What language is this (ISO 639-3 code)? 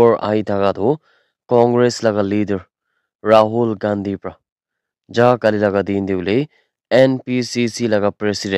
nag